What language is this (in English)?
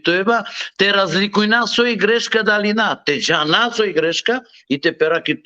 Balkan Romani